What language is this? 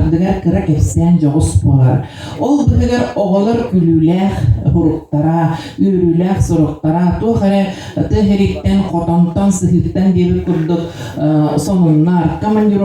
Yakut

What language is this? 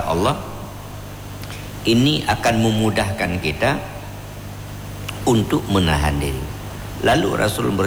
Indonesian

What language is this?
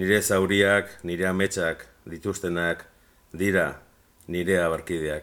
Basque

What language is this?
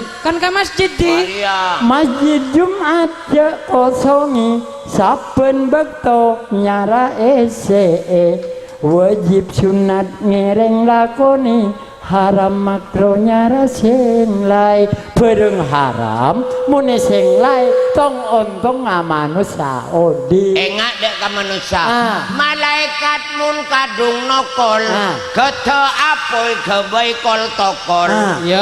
Madurese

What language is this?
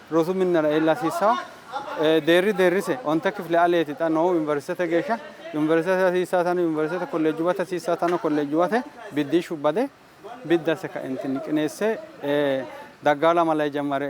Sidamo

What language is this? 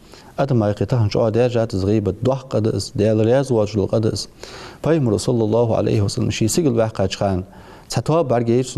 Ingush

